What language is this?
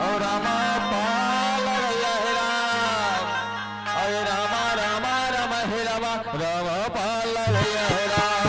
Chhattisgarhi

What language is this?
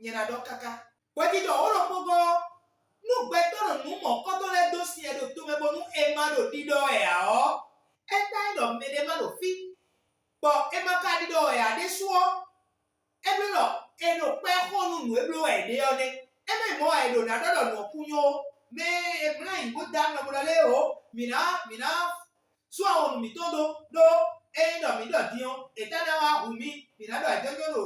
Fon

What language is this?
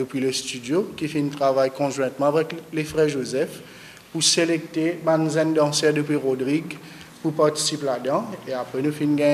Morisyen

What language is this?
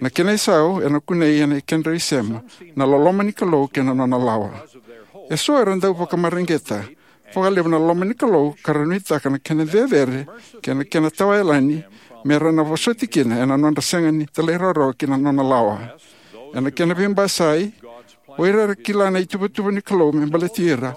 Fijian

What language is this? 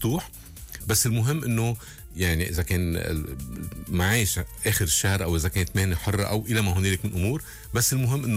North Levantine Arabic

